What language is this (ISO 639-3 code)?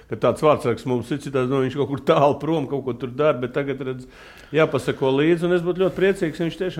lav